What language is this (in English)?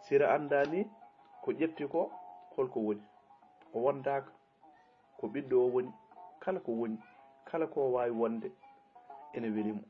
Fula